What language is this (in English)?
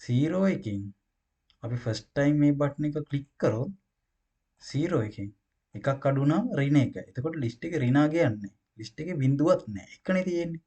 Sinhala